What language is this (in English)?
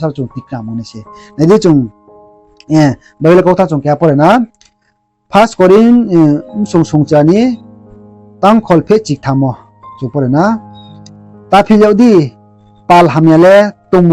Riang (India)